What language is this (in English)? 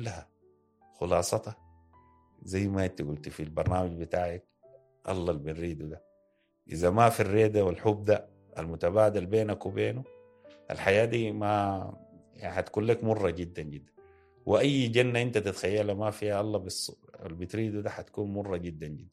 Sudanese Arabic